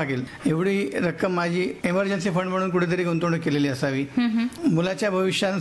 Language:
Marathi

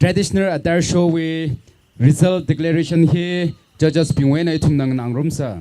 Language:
Tangkhul Naga (India)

